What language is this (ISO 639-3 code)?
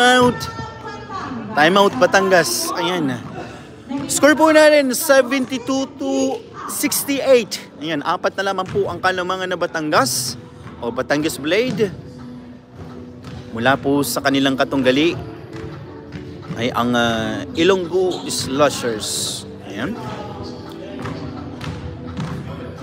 fil